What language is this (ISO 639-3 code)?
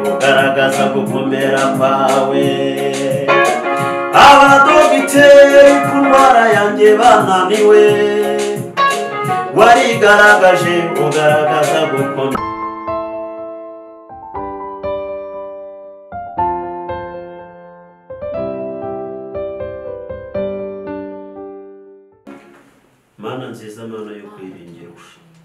kin